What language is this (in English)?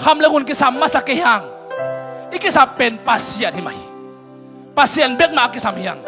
Tedim Chin